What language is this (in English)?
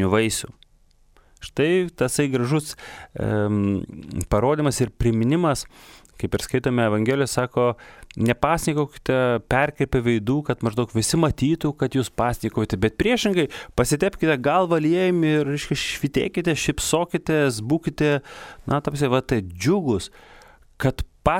Lithuanian